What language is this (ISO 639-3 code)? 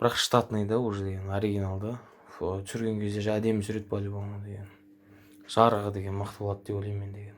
kaz